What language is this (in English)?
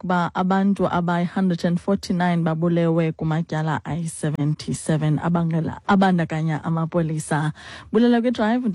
Xhosa